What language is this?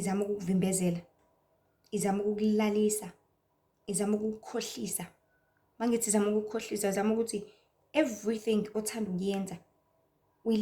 Zulu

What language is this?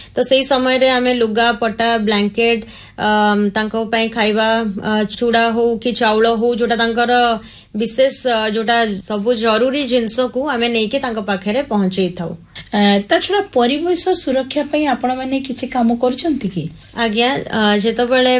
Odia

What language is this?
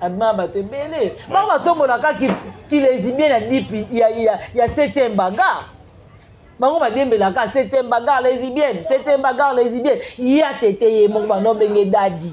Lingala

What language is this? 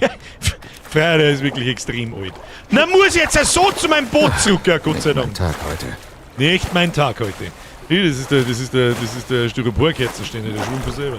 Bavarian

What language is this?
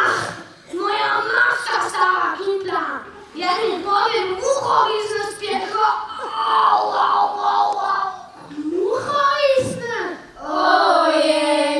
Upper Sorbian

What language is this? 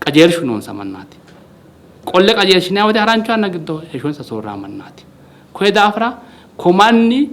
Sidamo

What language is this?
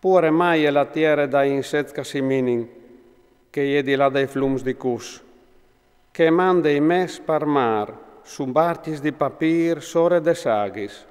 Friulian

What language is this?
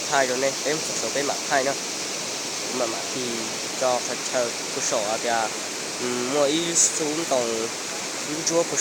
Hmong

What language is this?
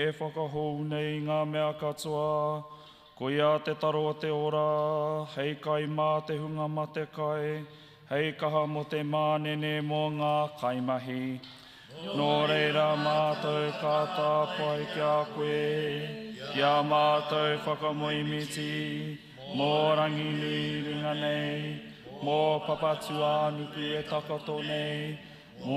Māori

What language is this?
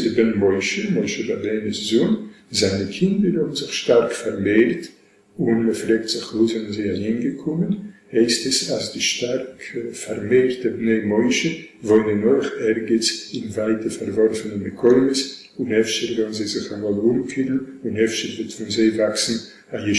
Yiddish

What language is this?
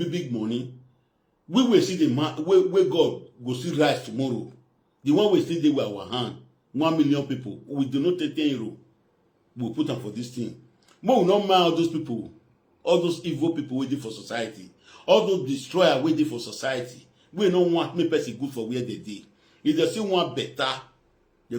Nigerian Pidgin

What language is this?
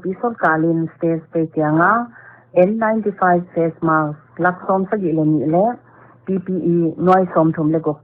Paite Chin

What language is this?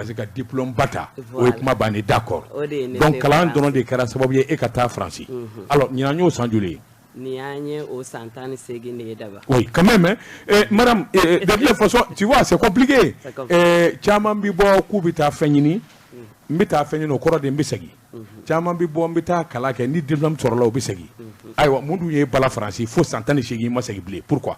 Bambara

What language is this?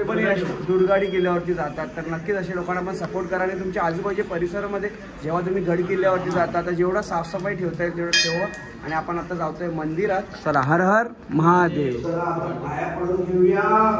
Marathi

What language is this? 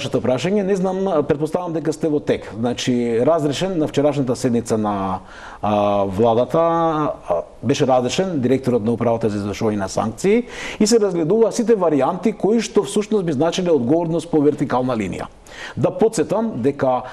Macedonian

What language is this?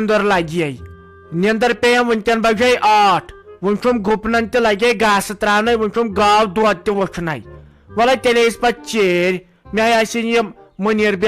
Kashmiri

